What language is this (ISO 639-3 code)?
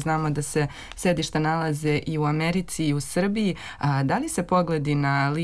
srp